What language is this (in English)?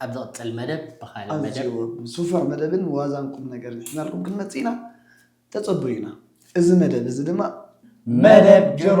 Tigrinya